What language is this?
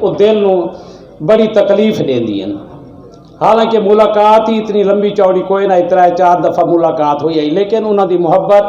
Saraiki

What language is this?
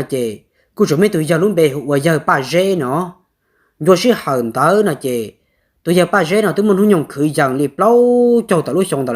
Hmong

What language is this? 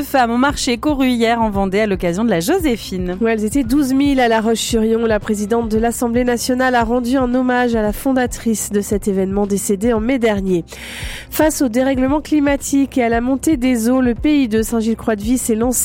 French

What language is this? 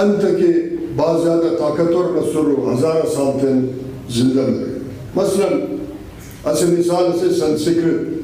Brahui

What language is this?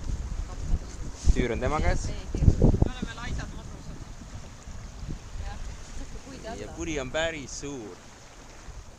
Estonian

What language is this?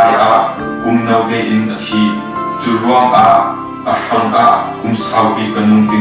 Falam Chin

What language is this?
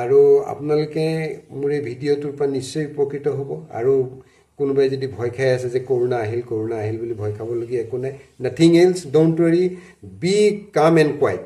Assamese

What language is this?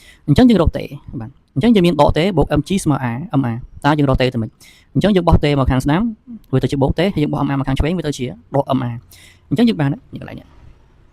Khmer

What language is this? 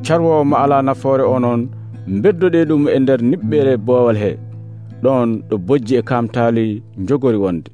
Nigerian Fulfulde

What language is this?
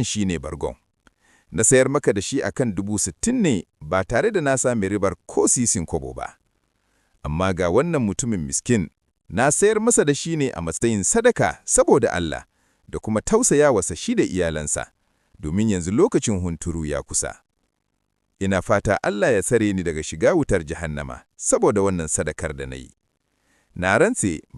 Hausa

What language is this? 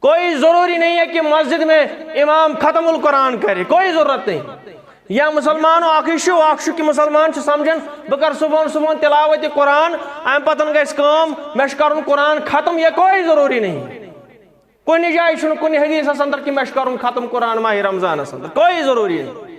Kashmiri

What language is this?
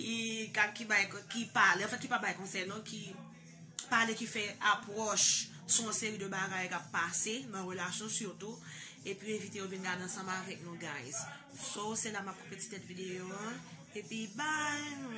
Haitian Creole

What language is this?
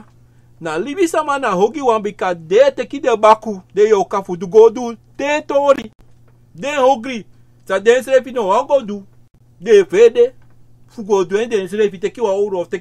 Sranan Tongo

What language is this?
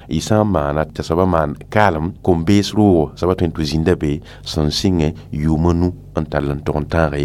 Mossi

